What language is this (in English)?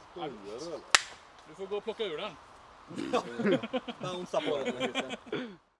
Swedish